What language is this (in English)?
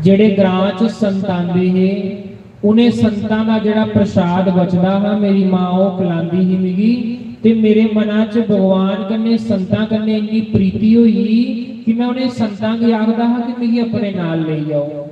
Dogri